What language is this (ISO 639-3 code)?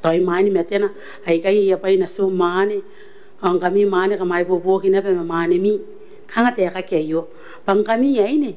gil